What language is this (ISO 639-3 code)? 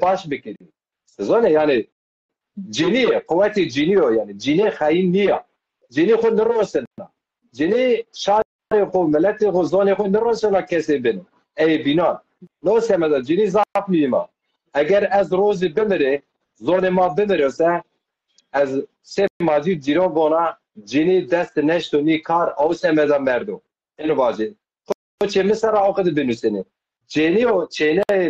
zza